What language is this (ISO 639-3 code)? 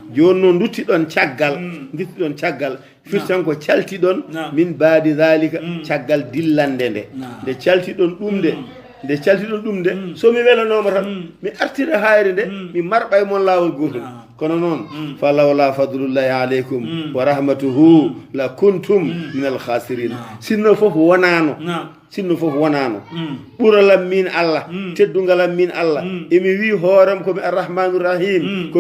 ful